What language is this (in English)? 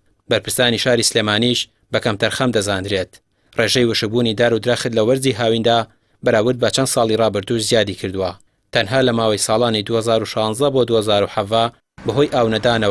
Central Kurdish